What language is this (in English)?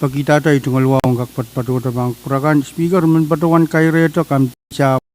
Pohnpeian